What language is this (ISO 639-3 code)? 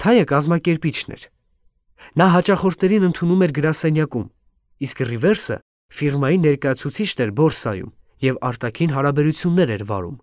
hye